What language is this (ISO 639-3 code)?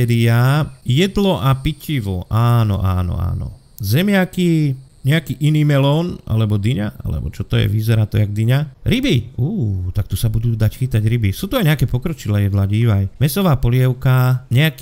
slk